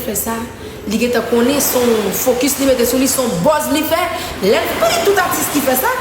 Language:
Haitian Creole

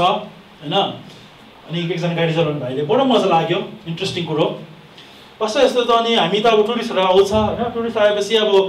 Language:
Nepali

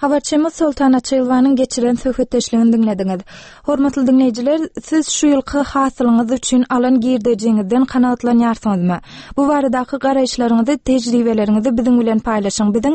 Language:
Turkmen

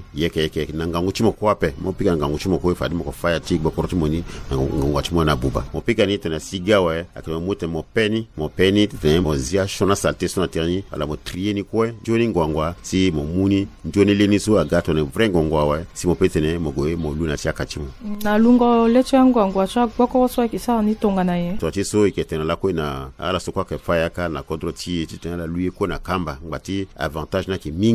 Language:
Sango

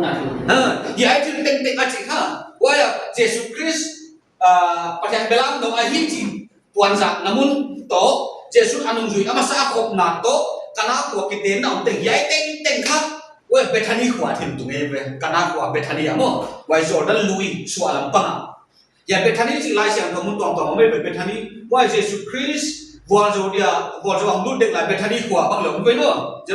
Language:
Paite Chin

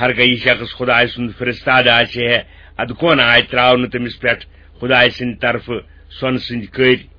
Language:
Kashmiri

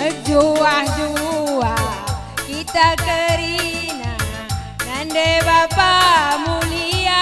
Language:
Batak Karo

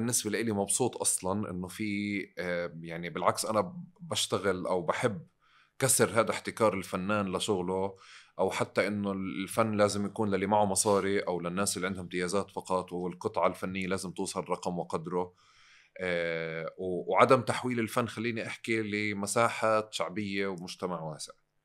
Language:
North Levantine Arabic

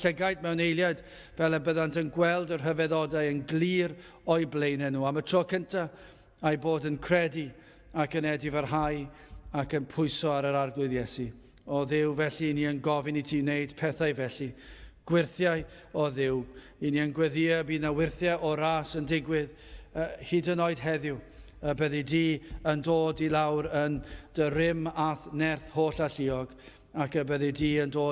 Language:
Welsh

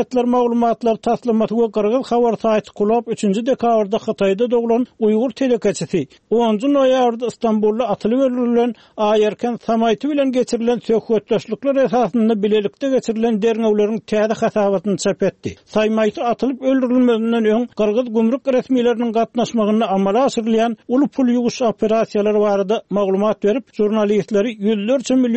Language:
Turkmen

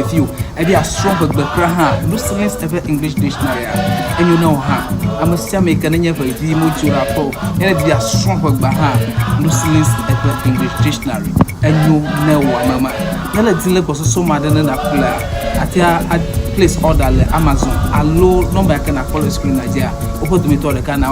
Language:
Ewe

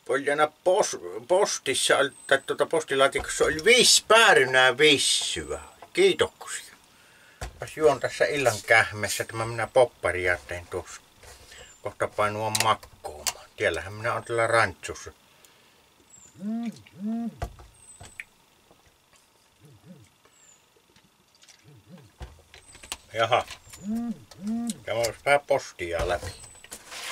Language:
Finnish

